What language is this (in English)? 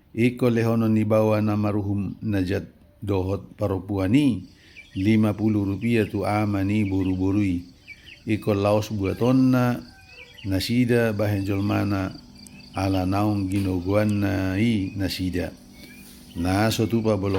Batak Toba